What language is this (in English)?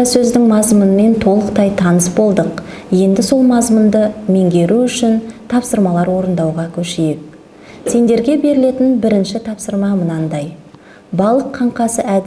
Kazakh